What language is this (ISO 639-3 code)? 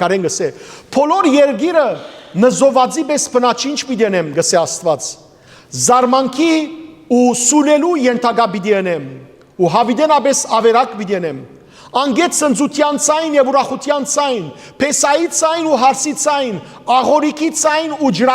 hyw